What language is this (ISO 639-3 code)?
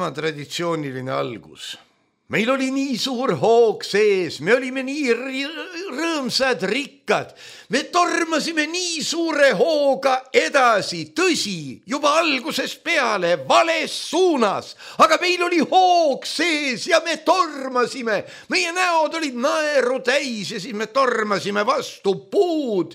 est